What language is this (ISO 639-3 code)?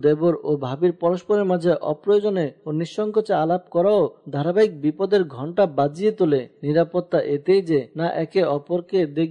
ben